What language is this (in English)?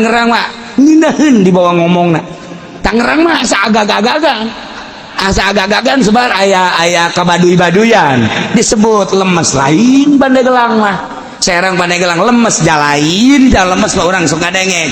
Sundanese